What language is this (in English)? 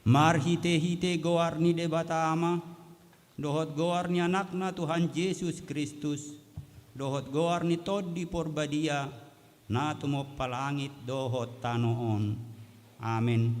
Batak Toba